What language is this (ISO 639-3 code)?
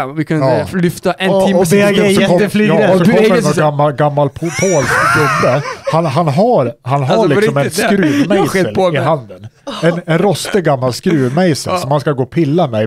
swe